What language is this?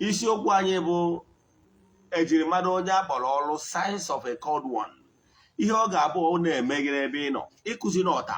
Igbo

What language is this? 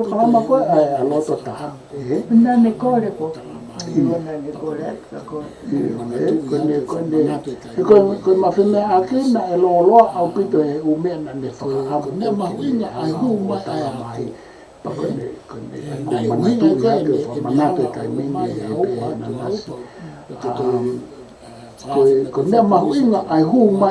Tongan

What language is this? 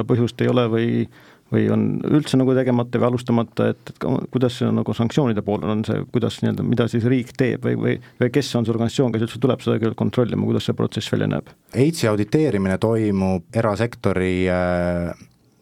Estonian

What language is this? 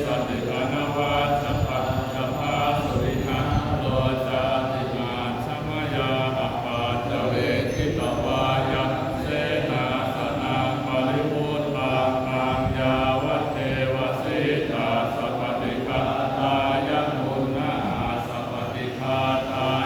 Pali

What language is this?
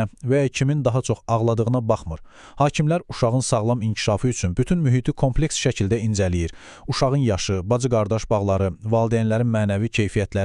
Azerbaijani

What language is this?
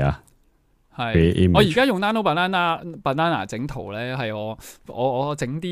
Cantonese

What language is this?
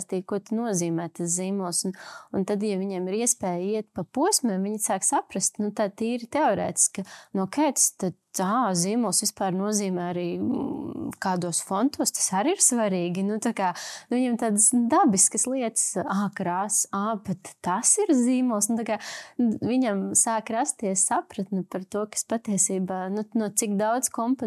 Latvian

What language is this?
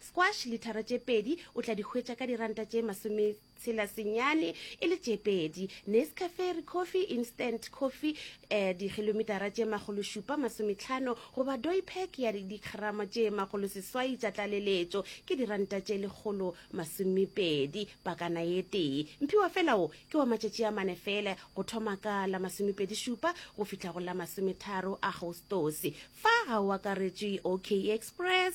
Northern Sotho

